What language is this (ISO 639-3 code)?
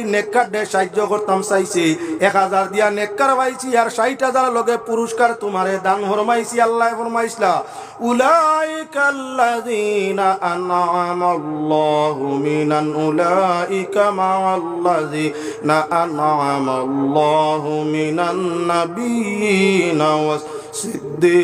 syl